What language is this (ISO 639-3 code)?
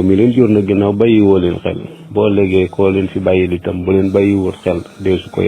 wol